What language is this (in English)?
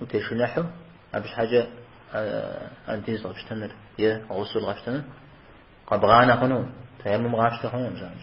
Kabardian